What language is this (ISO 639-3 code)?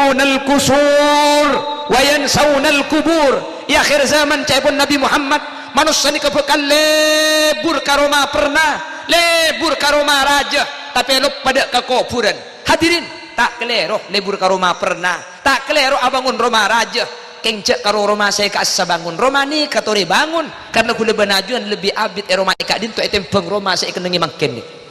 mad